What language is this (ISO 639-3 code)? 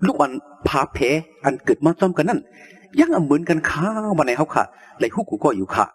shn